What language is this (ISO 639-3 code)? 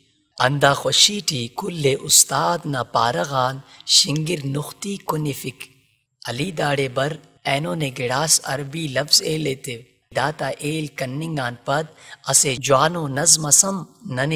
brh